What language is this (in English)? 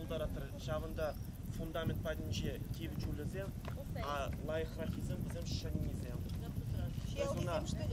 Chuvash